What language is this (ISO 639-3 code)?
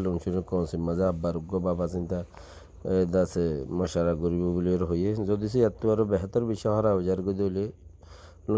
rhg